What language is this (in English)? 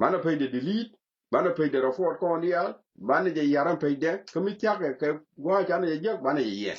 Nuer